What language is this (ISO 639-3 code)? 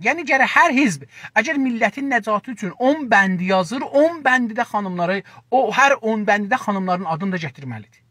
azb